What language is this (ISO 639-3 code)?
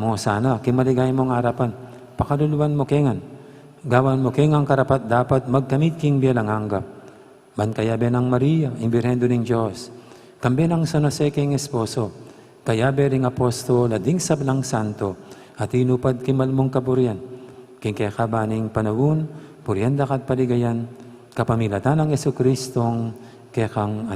pam